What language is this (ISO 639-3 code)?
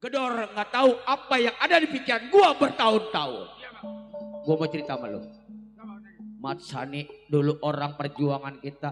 bew